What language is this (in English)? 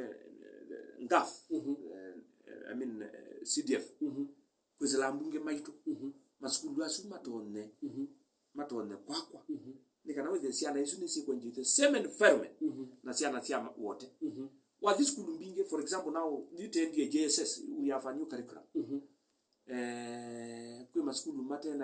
Kamba